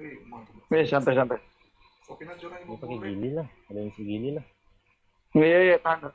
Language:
Banjar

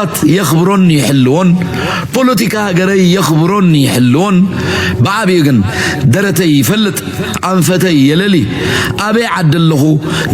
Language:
Tigrinya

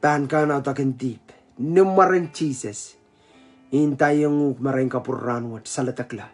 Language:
Pohnpeian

